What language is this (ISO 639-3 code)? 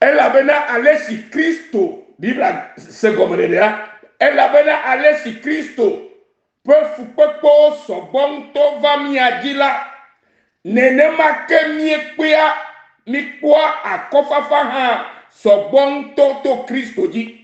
ewe